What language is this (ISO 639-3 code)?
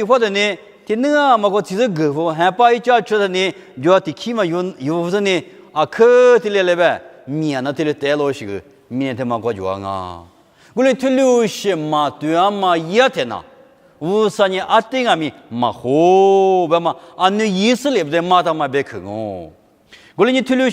lis